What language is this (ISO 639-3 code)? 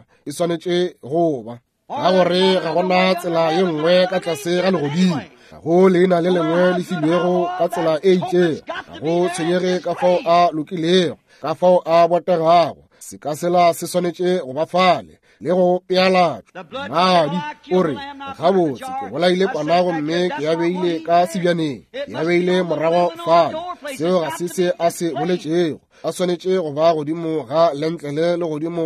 nso